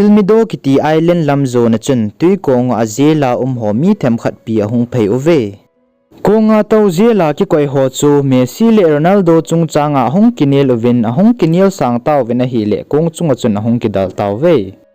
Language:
Thado Chin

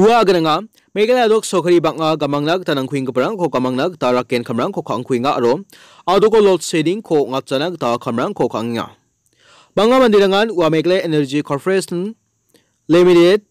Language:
Garo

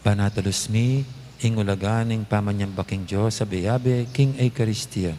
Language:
Pampanga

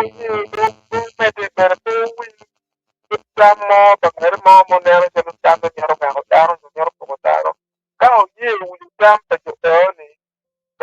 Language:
Acoli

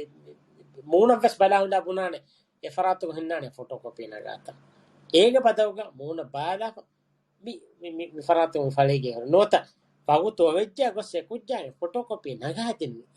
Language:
Divehi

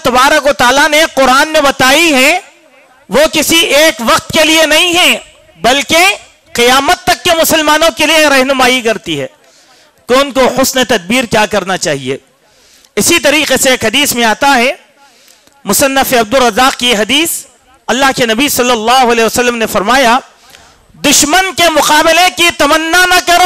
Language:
Urdu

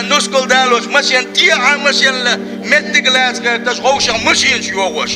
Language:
Chechen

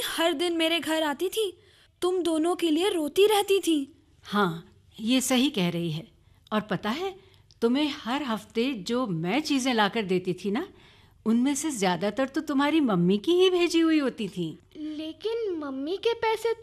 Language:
Hindi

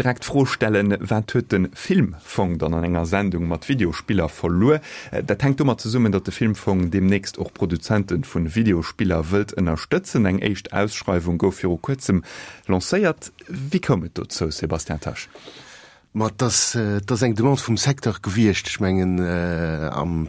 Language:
Luxembourgish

